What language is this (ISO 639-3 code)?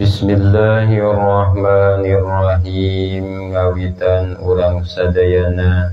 sun